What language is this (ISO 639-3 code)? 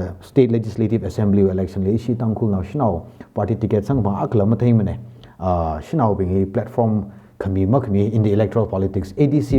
nmf